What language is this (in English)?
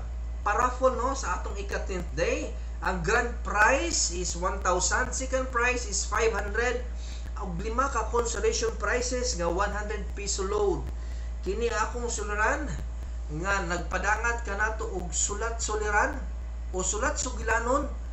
Cebuano